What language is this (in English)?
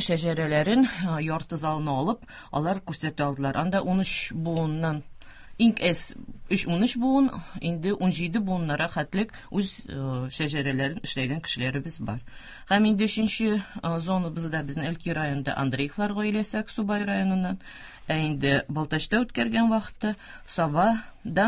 Tatar